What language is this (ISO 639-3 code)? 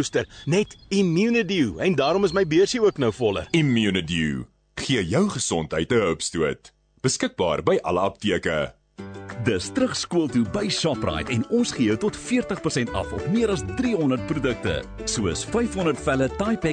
afr